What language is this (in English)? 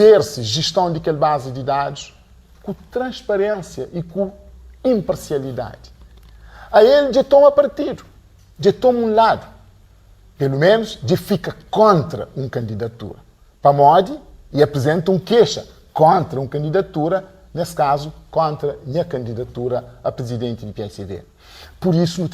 Kabuverdianu